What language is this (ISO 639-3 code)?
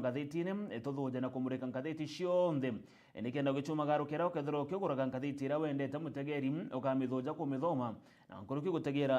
mer